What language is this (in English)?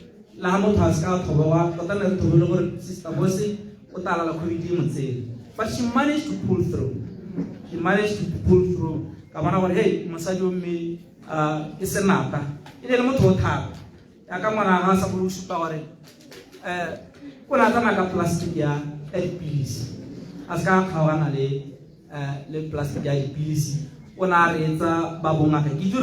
Tswana